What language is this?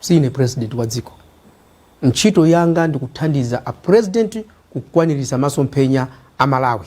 Nyanja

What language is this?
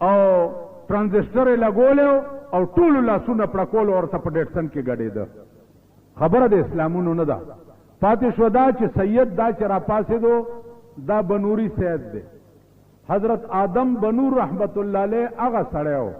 Pashto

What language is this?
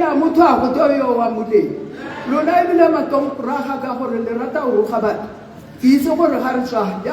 Tswana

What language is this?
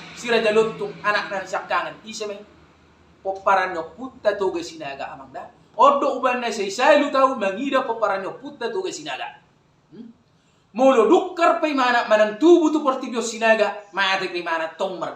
Batak Toba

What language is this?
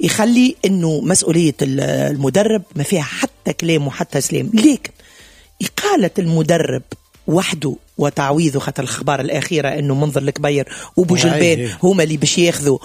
Tunisian Arabic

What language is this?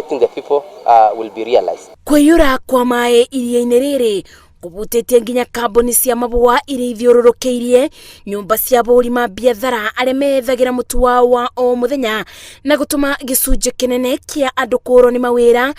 Kikuyu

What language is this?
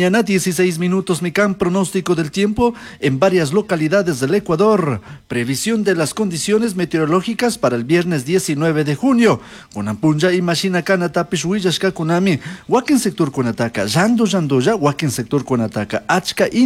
Chimborazo Highland Quichua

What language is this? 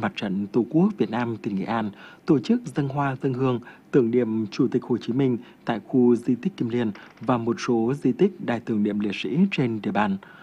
Vietnamese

